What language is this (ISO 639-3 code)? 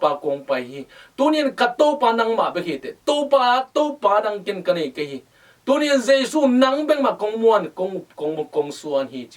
ctd